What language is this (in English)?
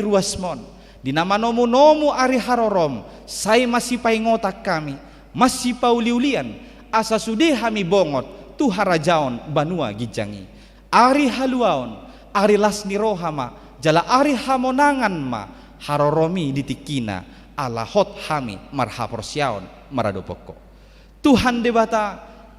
Batak Toba